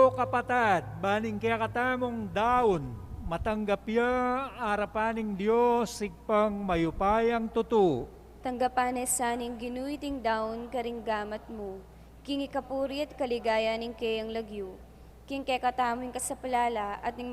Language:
Pampanga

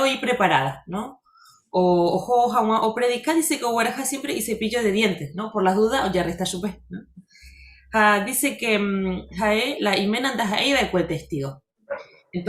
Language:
Guarani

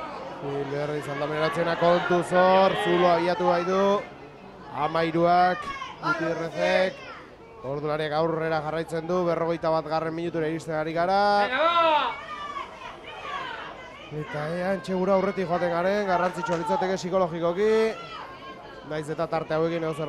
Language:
Basque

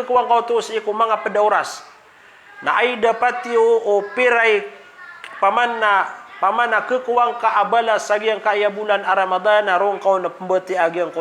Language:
Maranao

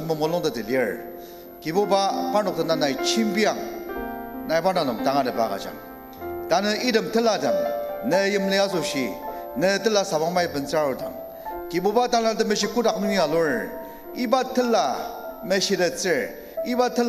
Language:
Ao Naga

